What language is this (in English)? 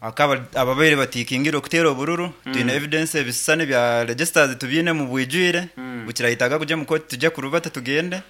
Nyankole